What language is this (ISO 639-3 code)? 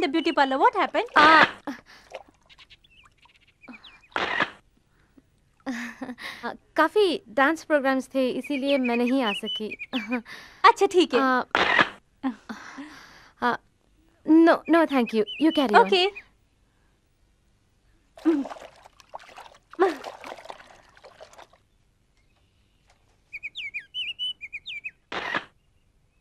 hin